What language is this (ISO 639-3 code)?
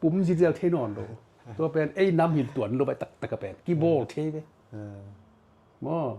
ctd